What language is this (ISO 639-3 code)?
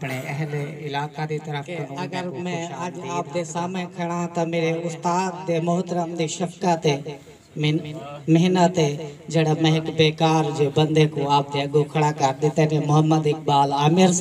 skr